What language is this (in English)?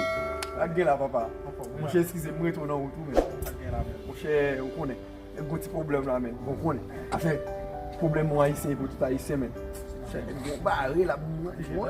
Haitian Creole